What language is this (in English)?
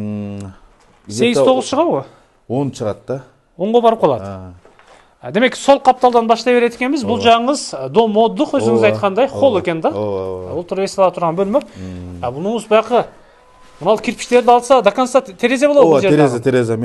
Kyrgyz